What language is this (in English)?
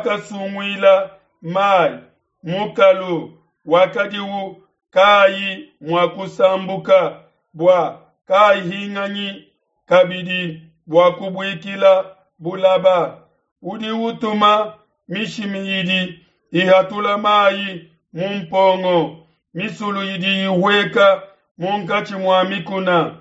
Luba-Lulua